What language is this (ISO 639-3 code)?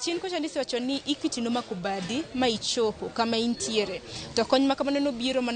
luo